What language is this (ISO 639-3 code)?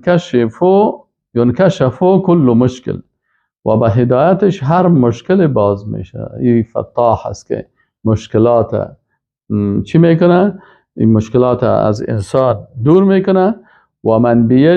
fas